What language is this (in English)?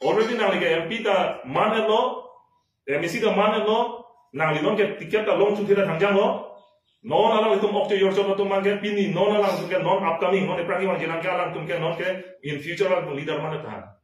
Karbi